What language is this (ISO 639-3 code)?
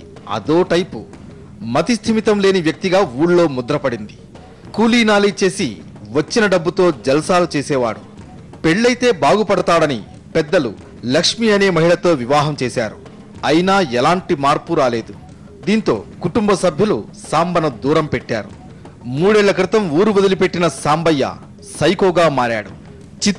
tel